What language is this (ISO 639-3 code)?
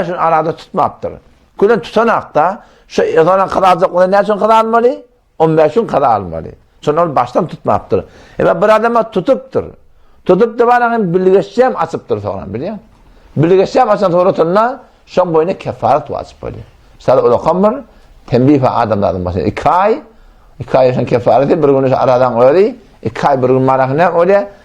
tuk